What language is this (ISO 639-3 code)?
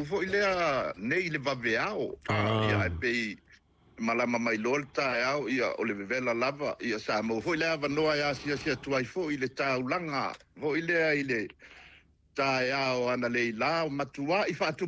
smo